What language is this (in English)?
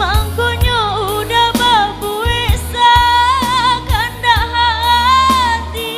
Minangkabau